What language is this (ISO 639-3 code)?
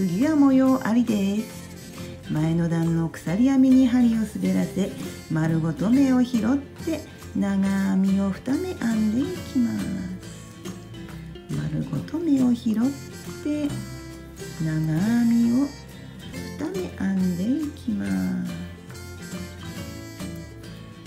jpn